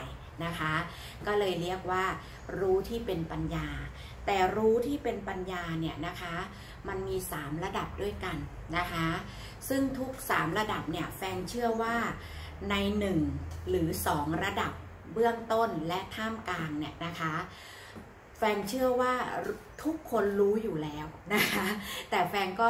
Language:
Thai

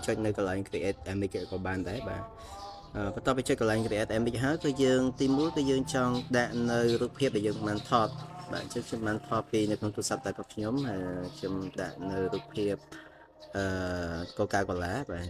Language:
Khmer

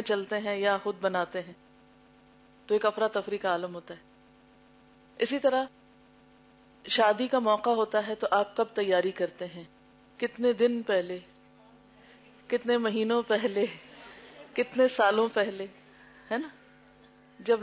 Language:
Urdu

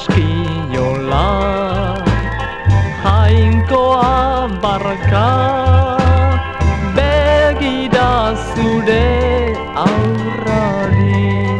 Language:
Basque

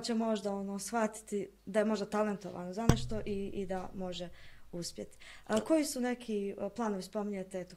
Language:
Bosnian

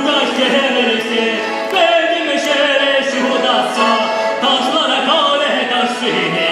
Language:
Chuvash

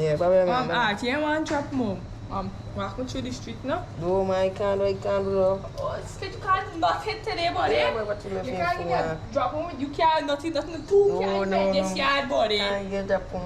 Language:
Jamaican Creole English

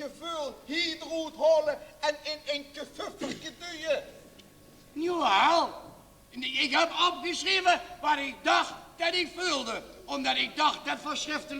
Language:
Limburgish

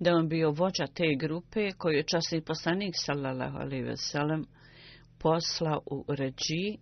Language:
Bosnian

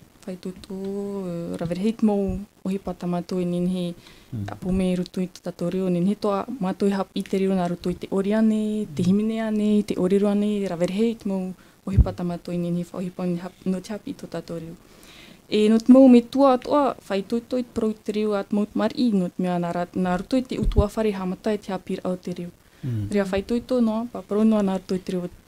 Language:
Tahitian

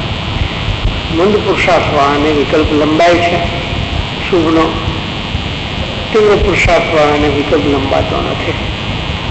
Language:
Gujarati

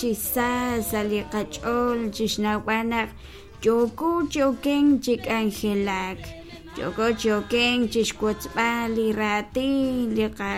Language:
Kekchí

